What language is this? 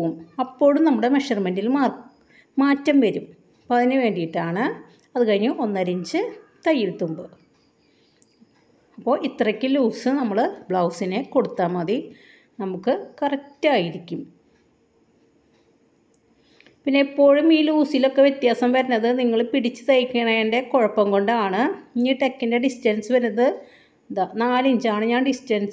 Malayalam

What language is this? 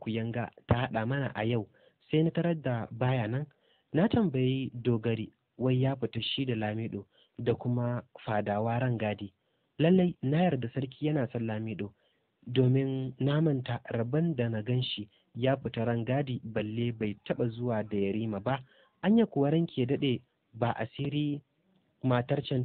Hausa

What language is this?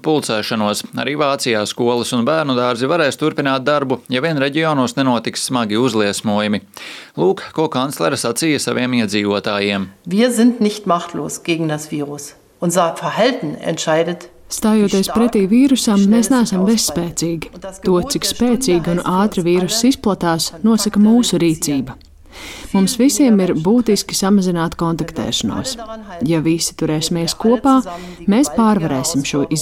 Latvian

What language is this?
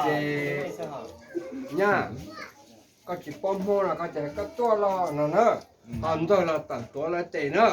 Hmong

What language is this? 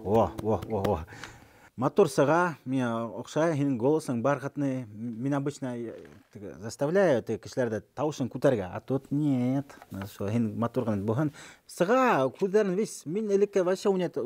Bashkir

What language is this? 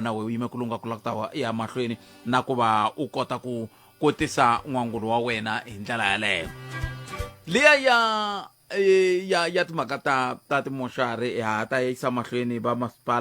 Tsonga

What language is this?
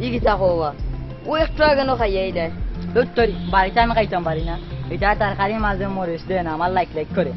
Sylheti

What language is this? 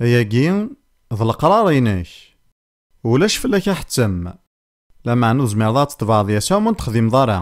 Kabyle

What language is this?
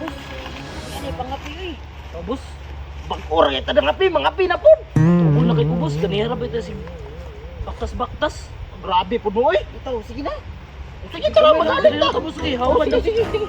Cebuano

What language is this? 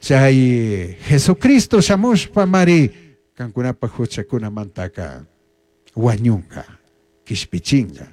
Chimborazo Highland Quichua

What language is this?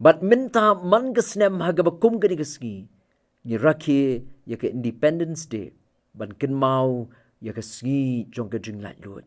Khasi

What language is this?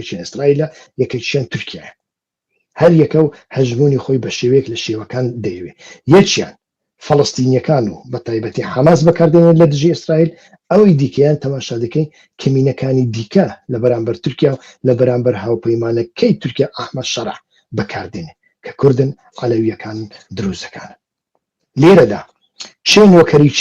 Central Kurdish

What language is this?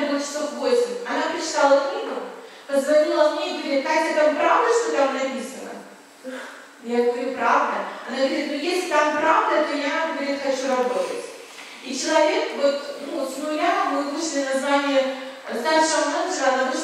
Russian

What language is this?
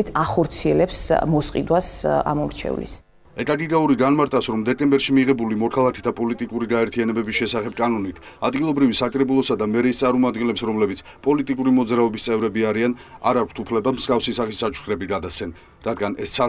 Georgian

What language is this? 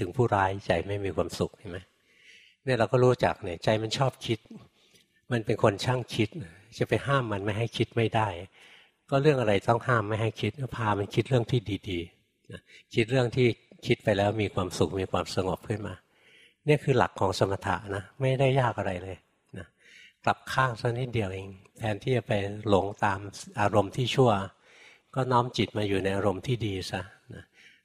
Thai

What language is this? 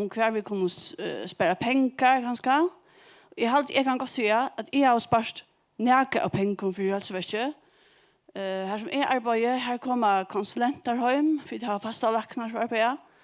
Faroese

